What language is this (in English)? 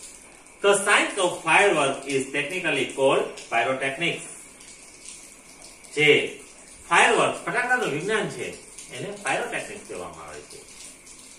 Gujarati